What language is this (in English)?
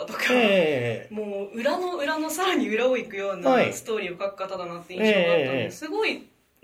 Japanese